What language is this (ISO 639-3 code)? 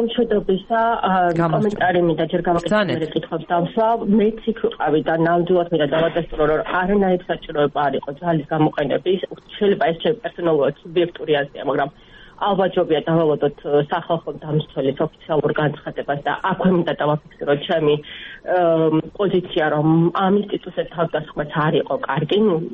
kat